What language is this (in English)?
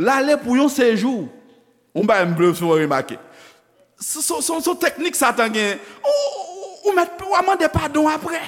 Haitian Creole